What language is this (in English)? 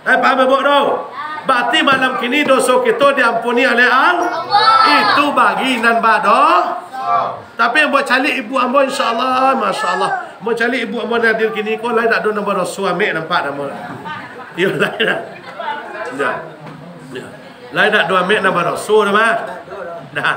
Minangkabau